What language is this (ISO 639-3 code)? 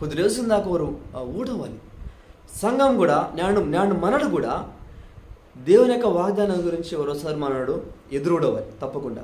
kff